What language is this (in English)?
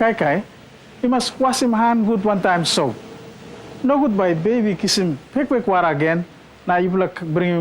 Tok Pisin